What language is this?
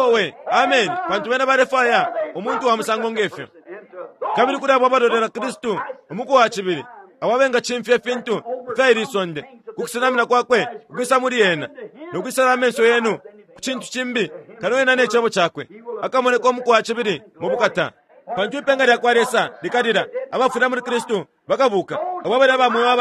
Bemba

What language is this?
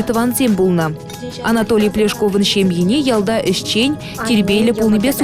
Chuvash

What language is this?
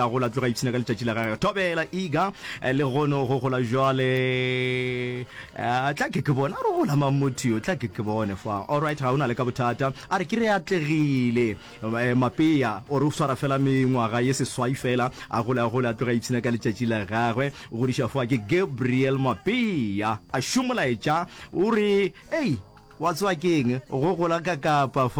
Northern Sotho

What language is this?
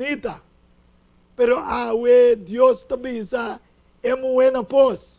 Papiamento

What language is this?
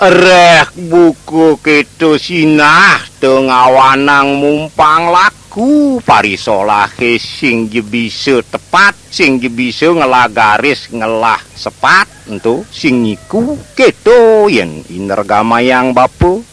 Balinese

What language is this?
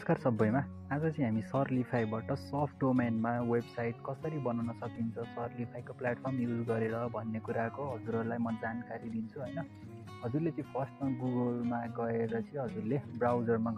Nepali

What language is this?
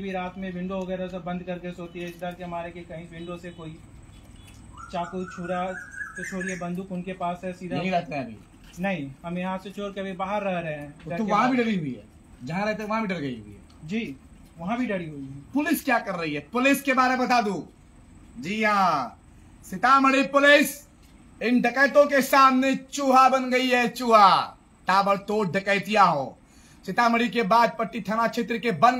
Hindi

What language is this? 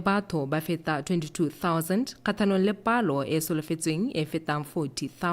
Tswana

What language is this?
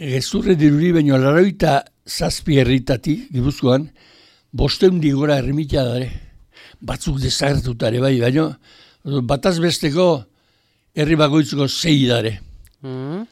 Basque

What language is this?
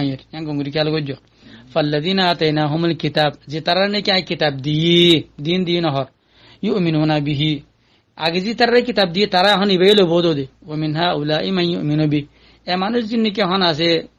Rohingya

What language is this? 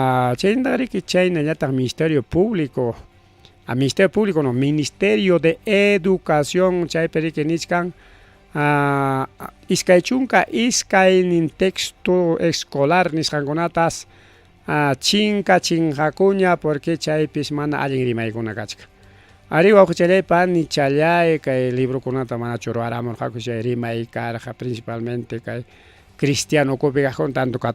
Ayacucho Quechua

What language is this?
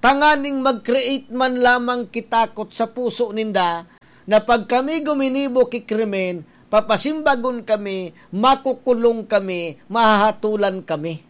Bikol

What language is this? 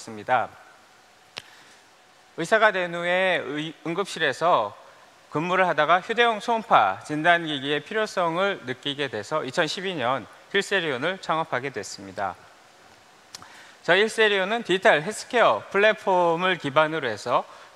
Korean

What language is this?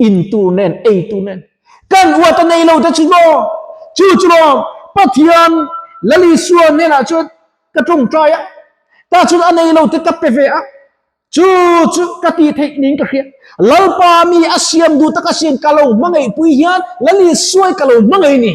Mizo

